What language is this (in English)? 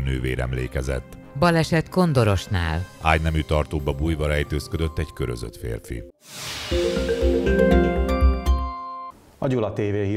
Hungarian